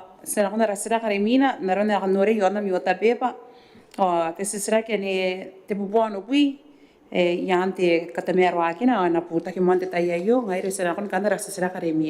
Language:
Gilbertese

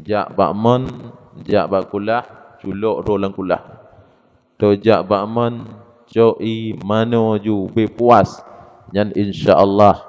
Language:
Achinese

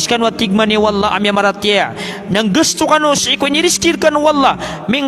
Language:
Maranao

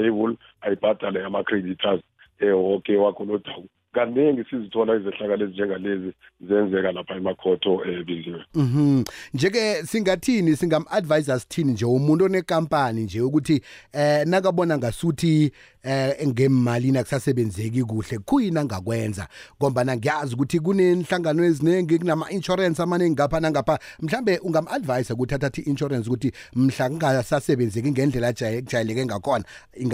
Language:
South Ndebele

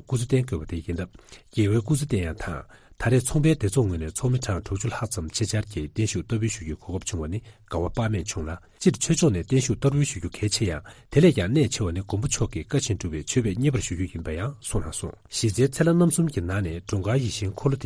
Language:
Tibetan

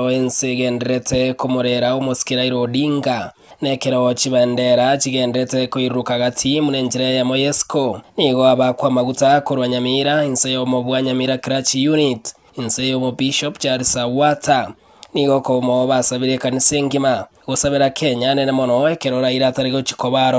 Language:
Gusii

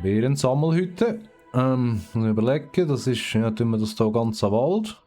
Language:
Swiss German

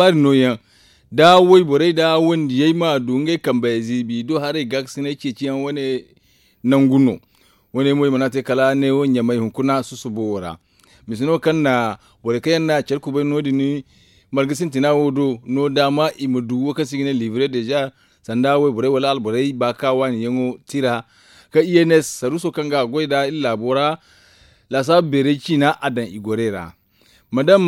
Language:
Zarma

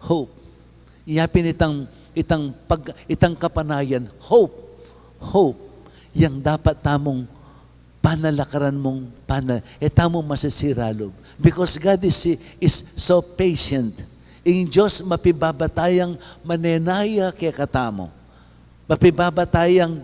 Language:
Pampanga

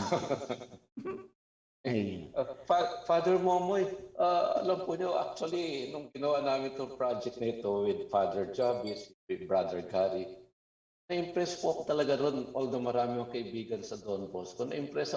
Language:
Bikol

